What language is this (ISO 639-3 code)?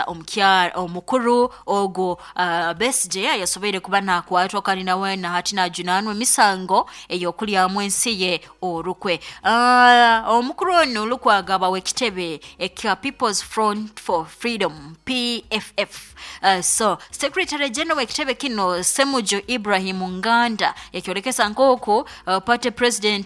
nyo